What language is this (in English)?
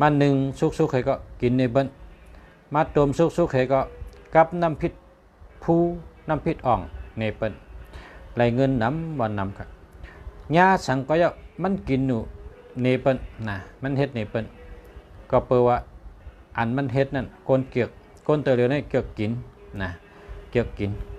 Shan